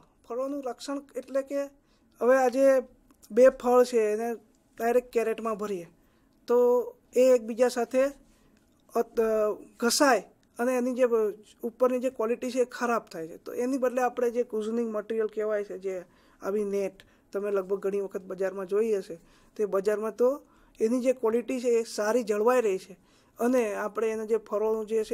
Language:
Gujarati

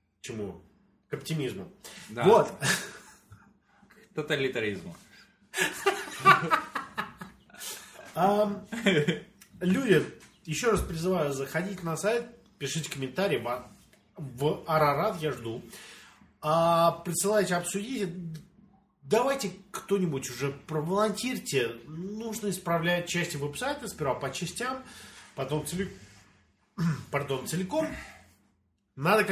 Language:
Russian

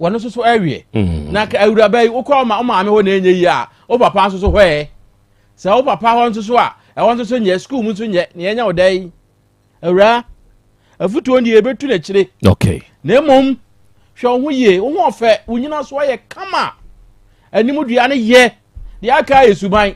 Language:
Akan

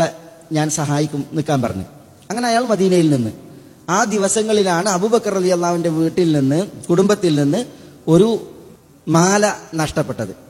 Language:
Malayalam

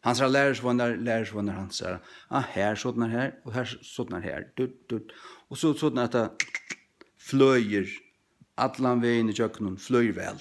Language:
Faroese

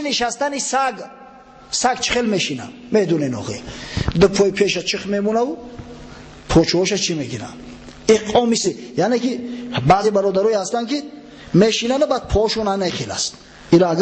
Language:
Tajik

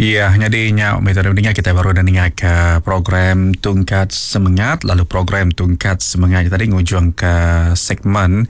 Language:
Iban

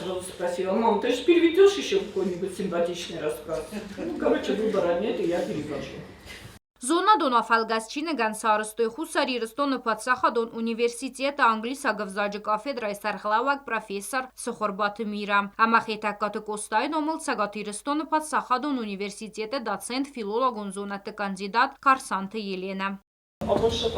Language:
Ossetic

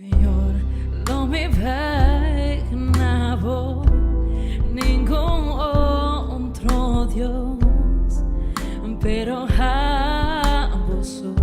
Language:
Papiamento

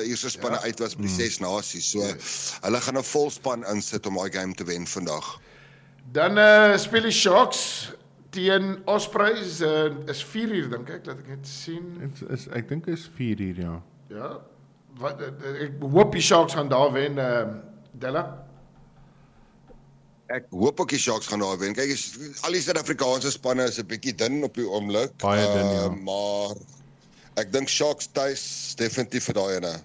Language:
Afrikaans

